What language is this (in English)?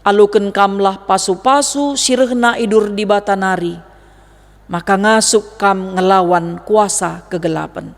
Batak Karo